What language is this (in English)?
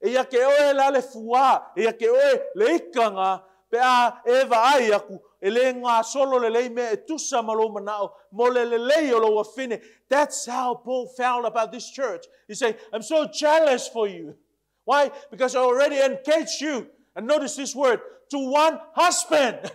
Samoan